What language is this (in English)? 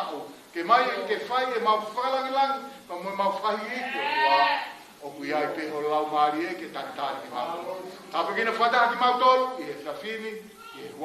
Tongan